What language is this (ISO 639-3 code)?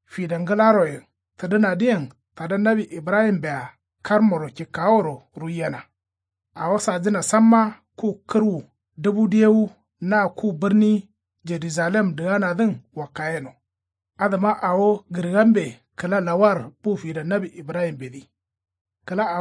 kau